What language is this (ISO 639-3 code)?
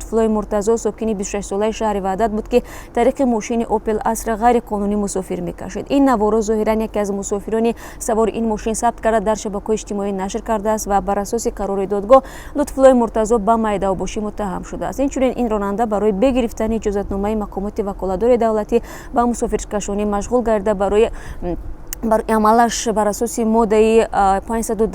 tgk